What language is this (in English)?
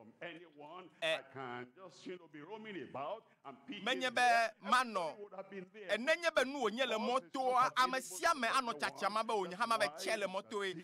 Ewe